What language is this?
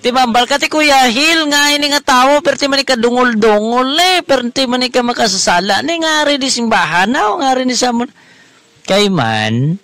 Hiligaynon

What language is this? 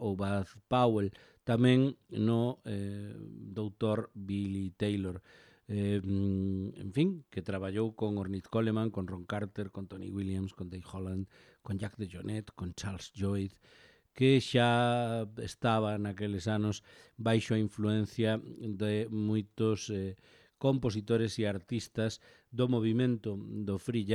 Galician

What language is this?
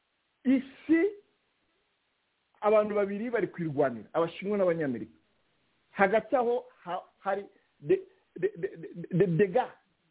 Kinyarwanda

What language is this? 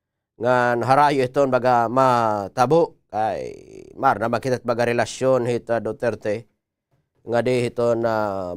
Waray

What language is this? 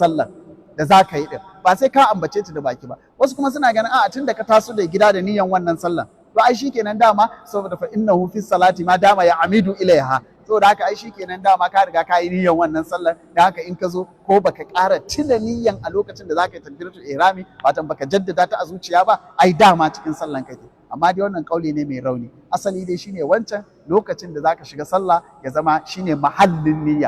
Hausa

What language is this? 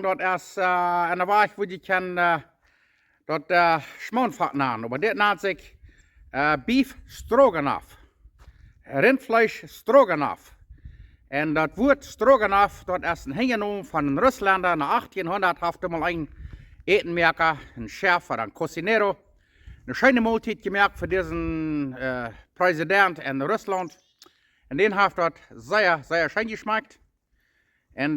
Plautdietsch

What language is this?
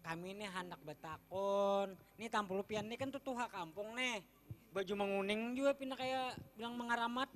Banjar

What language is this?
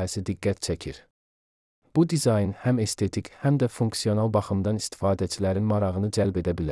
Azerbaijani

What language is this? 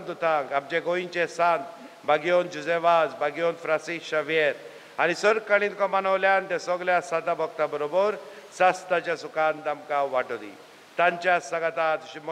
Konkani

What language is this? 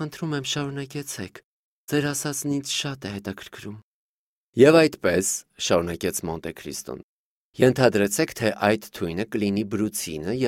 Armenian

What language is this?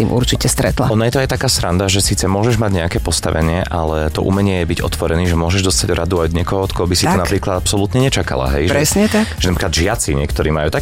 Slovak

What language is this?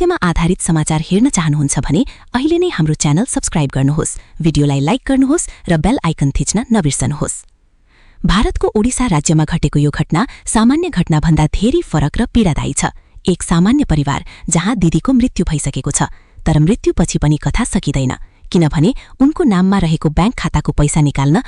Nepali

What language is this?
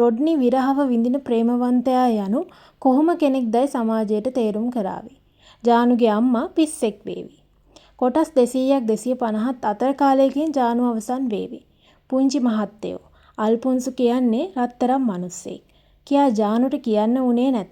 Sinhala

